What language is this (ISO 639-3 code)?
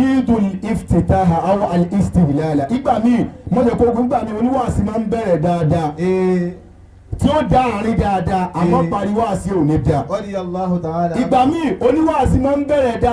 yor